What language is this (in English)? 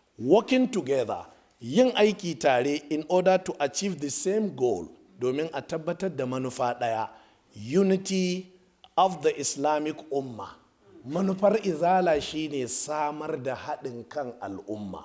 Hausa